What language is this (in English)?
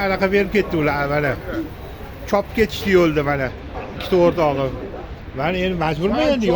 Uzbek